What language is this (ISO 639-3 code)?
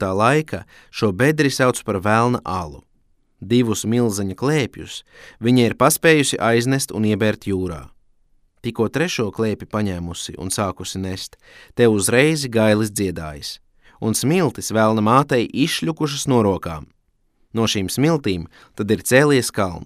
lav